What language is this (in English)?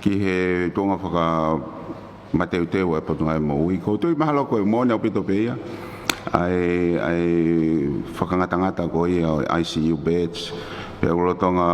Tongan